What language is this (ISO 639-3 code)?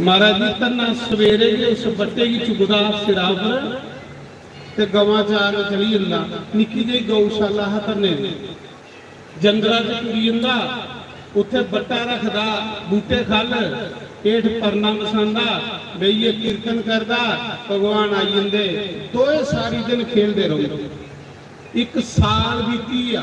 doi